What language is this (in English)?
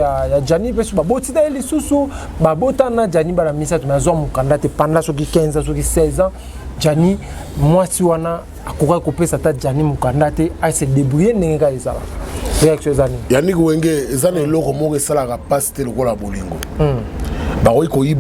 Lingala